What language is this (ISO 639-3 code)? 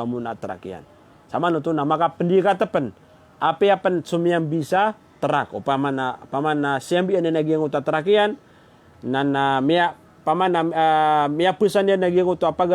mrw